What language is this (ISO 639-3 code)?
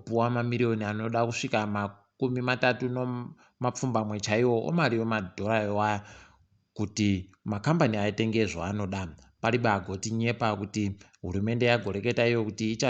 ndc